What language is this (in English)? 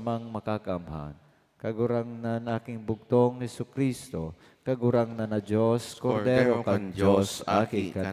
Bikol